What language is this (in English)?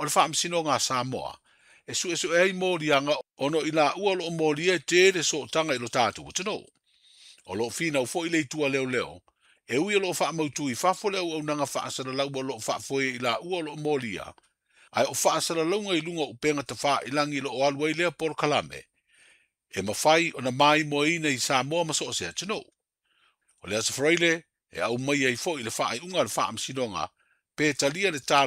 Samoan